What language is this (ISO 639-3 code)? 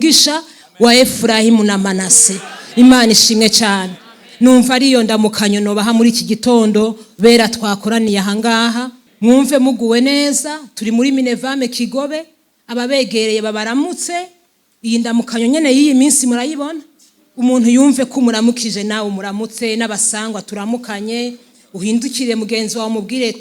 run